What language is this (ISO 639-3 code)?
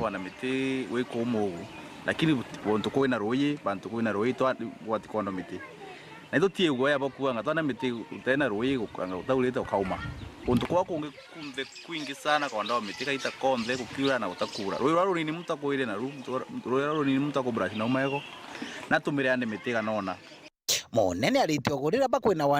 mer